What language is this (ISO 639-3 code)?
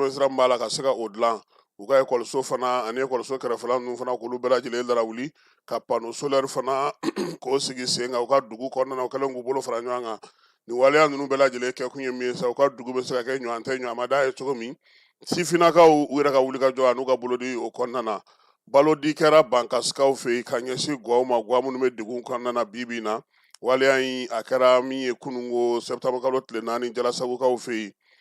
bam